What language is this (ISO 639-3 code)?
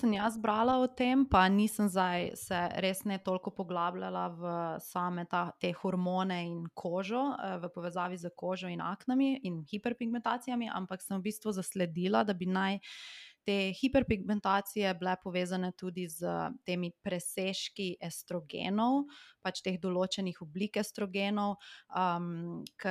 slv